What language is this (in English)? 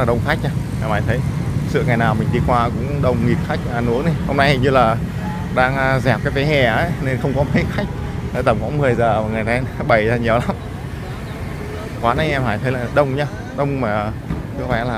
Vietnamese